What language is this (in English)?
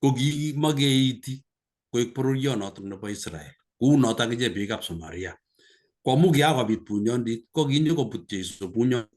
Kalenjin